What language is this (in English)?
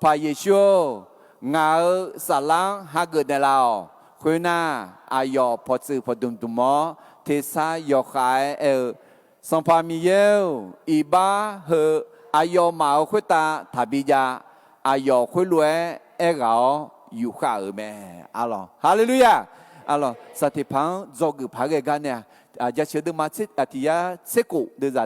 Akha